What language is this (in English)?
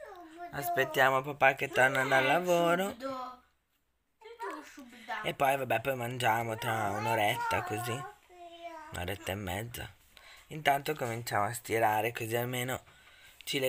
Italian